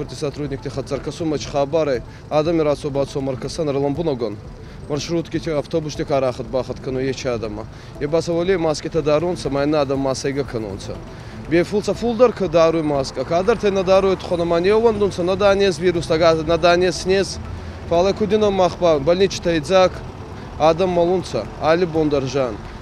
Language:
Ossetic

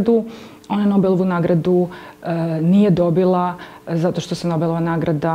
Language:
Serbian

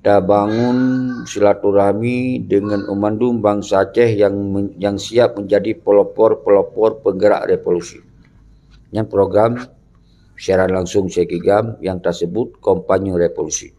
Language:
Achinese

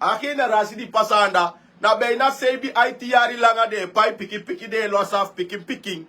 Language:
Sranan Tongo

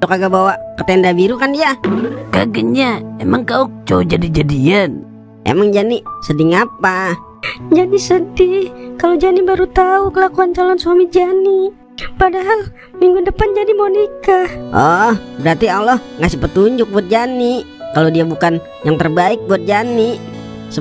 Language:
Betawi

